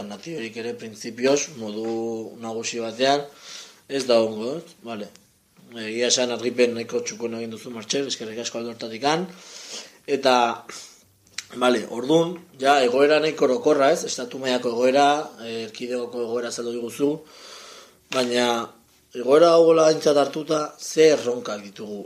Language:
Basque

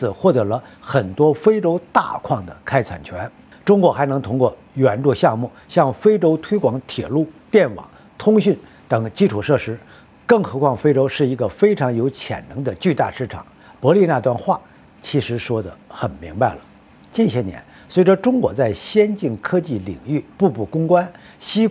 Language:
Chinese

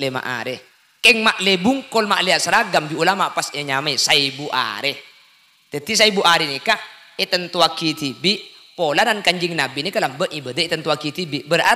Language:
Madurese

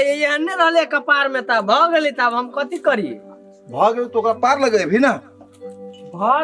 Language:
Maithili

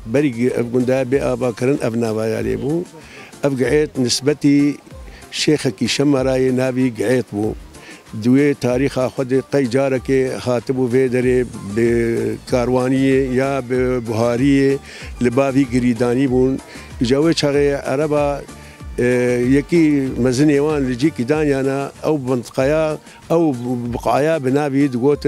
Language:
Kurdish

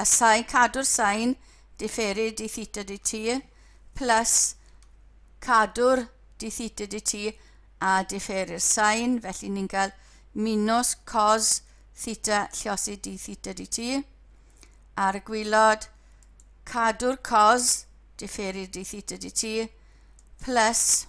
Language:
Welsh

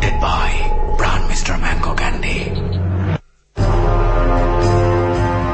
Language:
Bangla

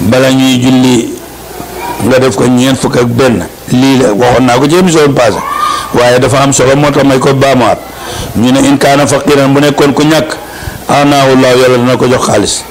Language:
Wolof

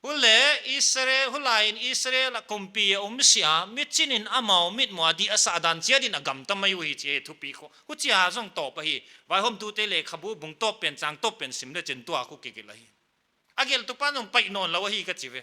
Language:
Paite Chin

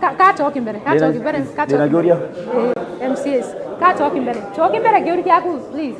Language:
Meru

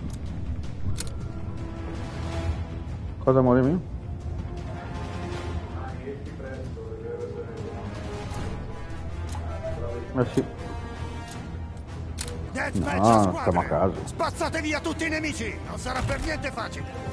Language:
Italian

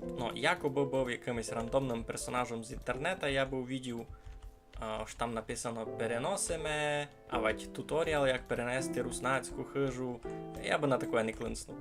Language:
Rusyn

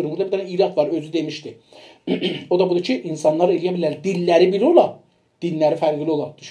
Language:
South Azerbaijani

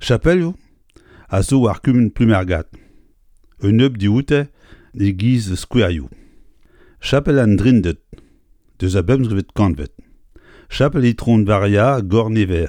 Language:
Breton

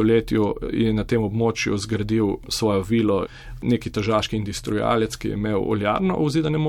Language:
Slovenian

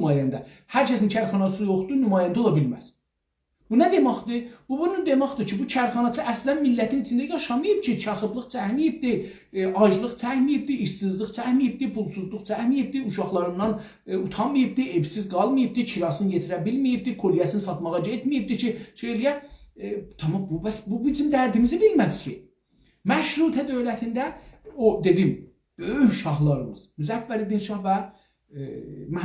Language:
South Azerbaijani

